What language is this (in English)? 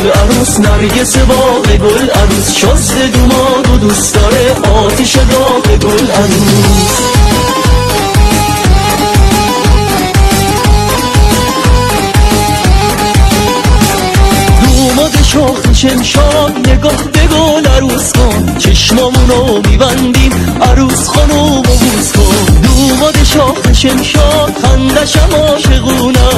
Persian